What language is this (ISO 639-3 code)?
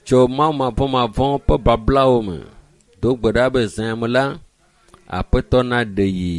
ewe